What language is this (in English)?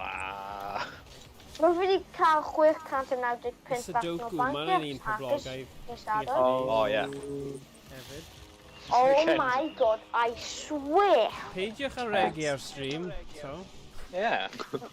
Welsh